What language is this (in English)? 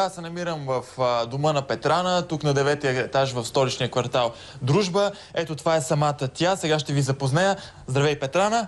Bulgarian